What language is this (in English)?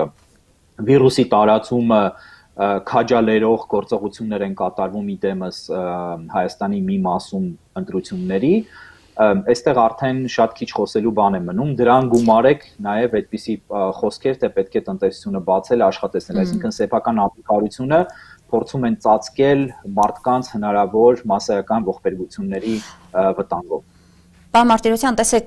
Armenian